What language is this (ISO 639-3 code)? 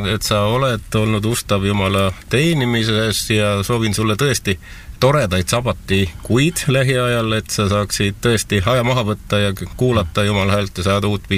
est